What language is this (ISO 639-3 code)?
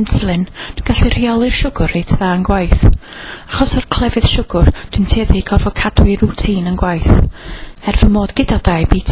cym